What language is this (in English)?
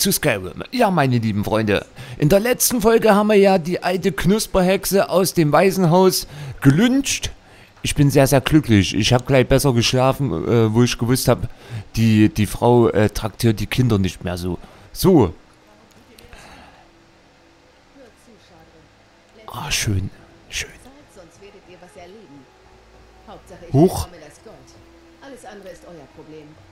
German